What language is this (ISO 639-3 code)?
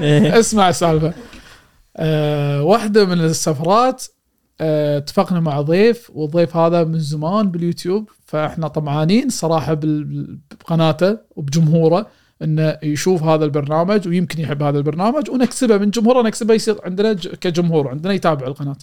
afb